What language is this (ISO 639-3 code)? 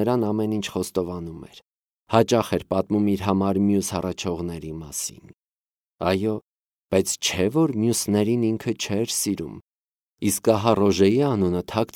hye